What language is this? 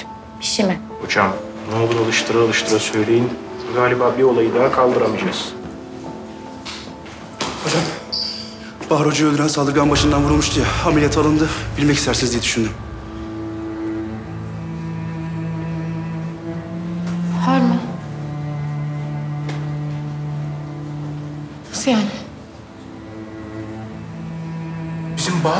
Turkish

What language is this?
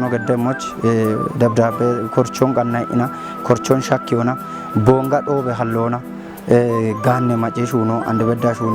Kafa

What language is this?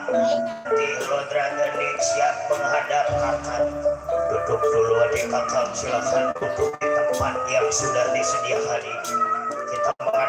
Betawi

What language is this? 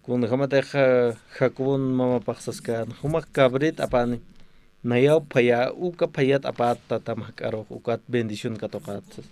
Aymara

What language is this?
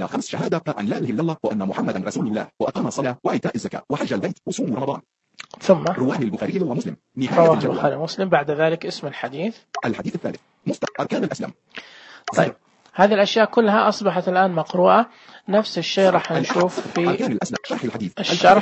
Najdi Arabic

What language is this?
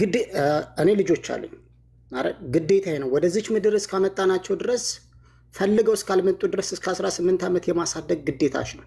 Amharic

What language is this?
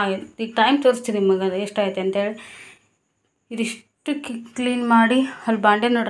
Kannada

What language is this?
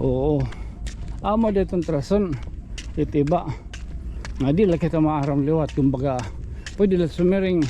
Waray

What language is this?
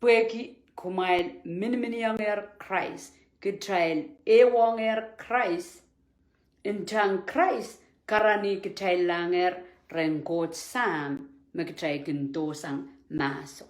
Pohnpeian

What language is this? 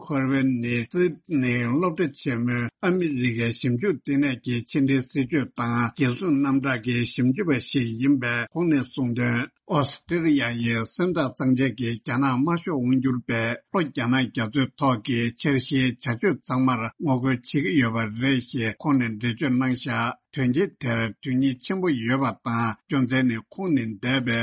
Tibetan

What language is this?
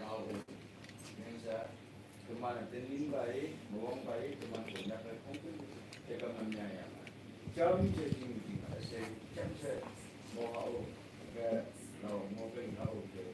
Naga Pidgin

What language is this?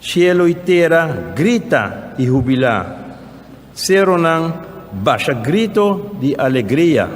Papiamento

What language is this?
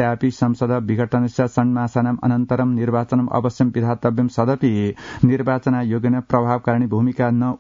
Sanskrit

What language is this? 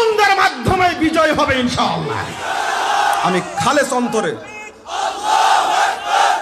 Bangla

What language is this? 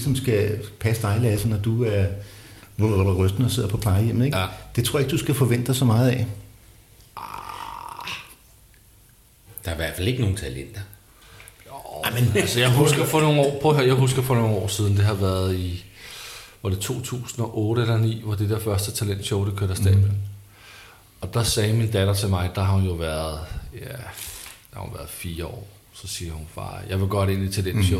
Danish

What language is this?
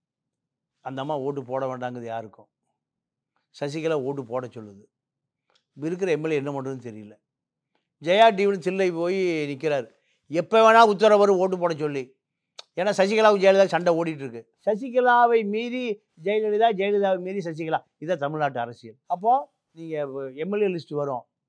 Tamil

